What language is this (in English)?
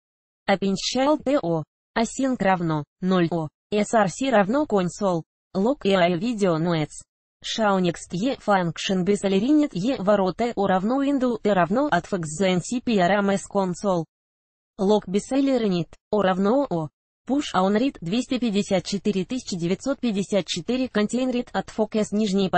Russian